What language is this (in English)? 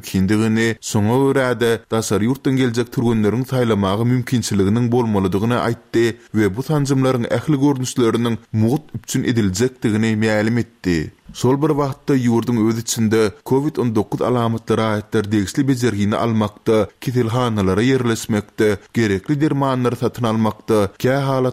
Turkmen